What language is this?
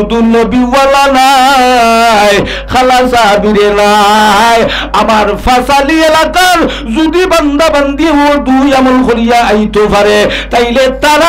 Sylheti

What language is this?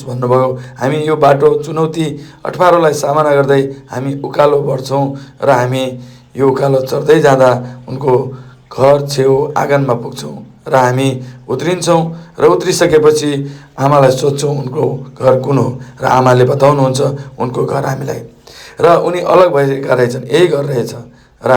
Nepali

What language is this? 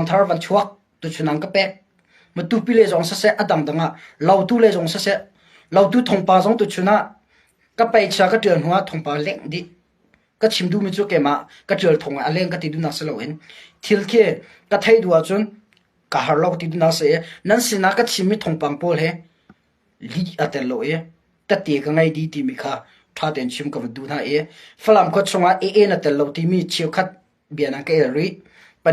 Hakha Chin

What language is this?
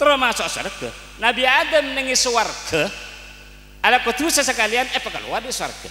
Madurese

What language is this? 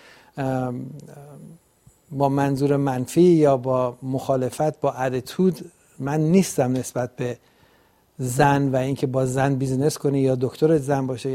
Persian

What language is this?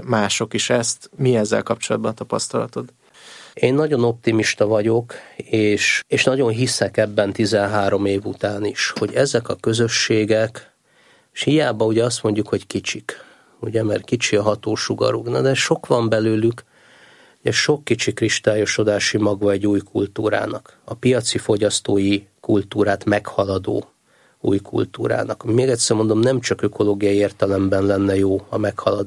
Hungarian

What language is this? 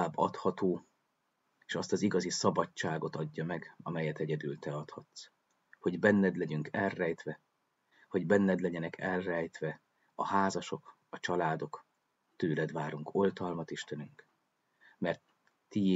Hungarian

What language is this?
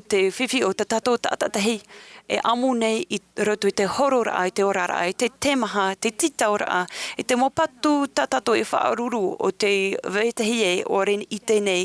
Tahitian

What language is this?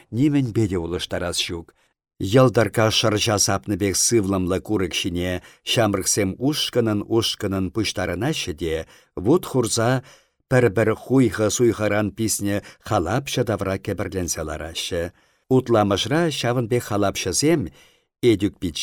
Chuvash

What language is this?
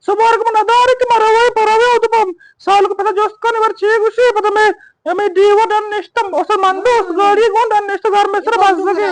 Eastern Balochi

